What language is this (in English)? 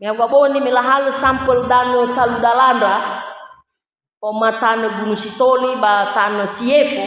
Nias